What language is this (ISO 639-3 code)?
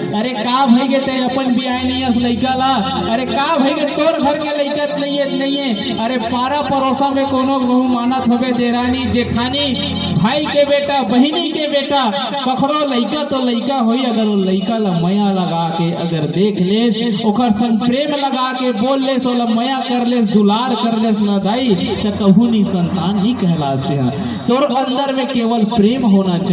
hne